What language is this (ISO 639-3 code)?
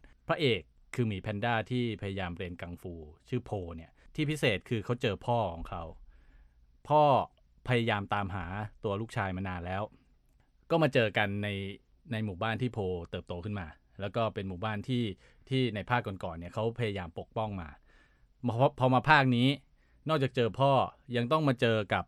tha